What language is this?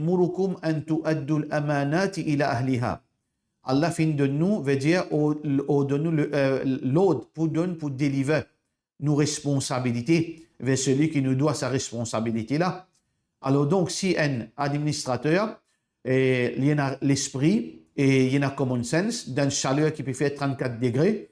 Morisyen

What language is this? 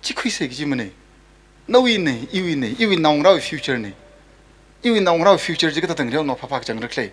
Tangkhul Naga (India)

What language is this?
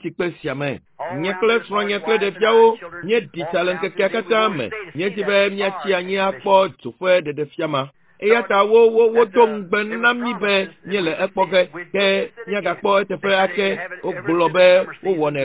Ewe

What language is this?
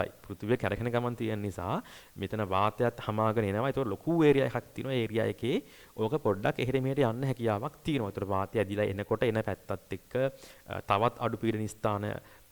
Sinhala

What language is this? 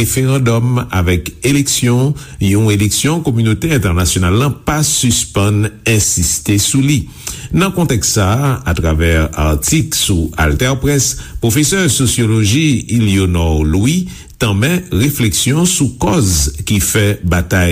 Haitian Creole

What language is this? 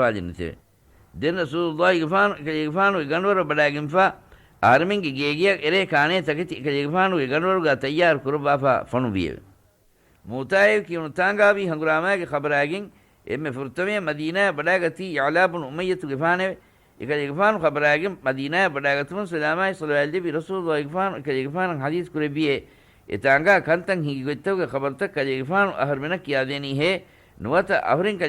Divehi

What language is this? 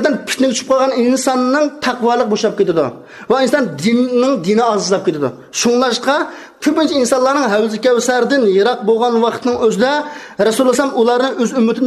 Uyghur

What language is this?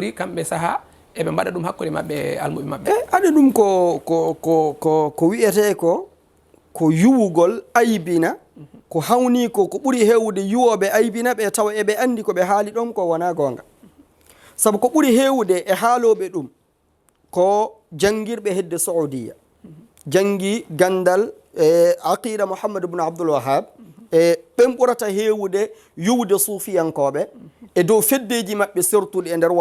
Fula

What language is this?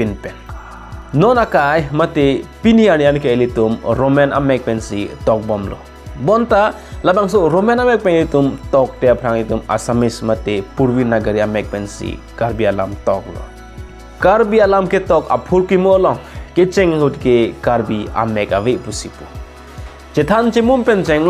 Karbi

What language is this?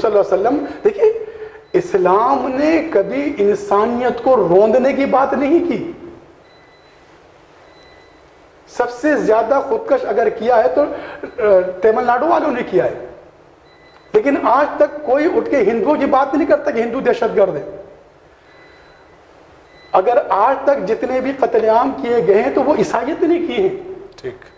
Urdu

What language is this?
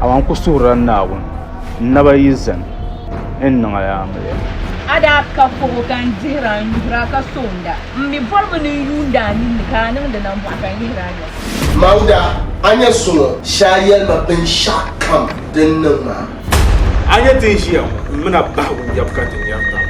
Dagbani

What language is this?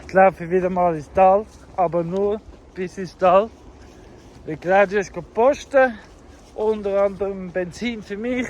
Swiss German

